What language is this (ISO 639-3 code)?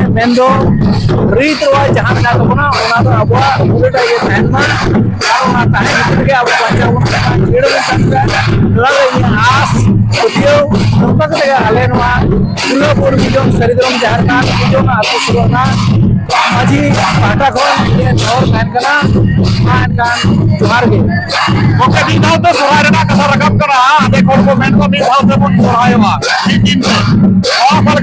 sat